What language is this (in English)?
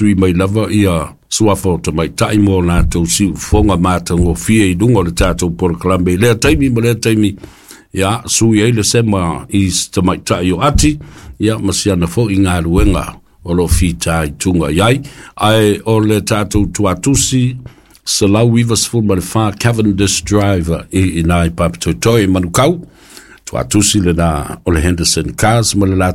Samoan